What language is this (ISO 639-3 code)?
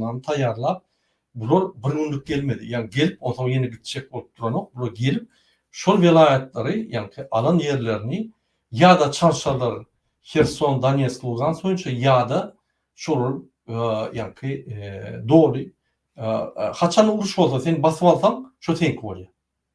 tuk